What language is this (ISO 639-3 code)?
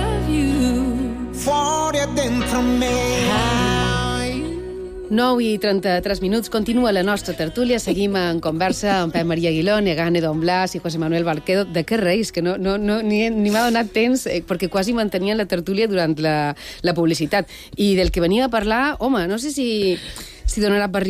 cat